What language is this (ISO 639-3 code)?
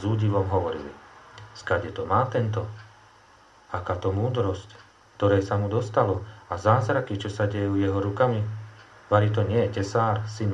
slk